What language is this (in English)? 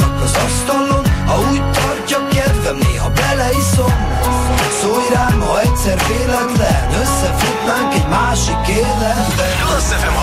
Hungarian